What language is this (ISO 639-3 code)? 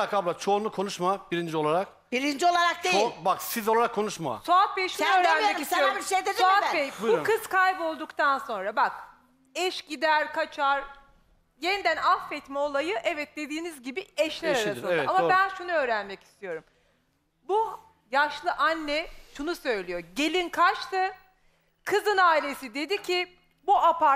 tur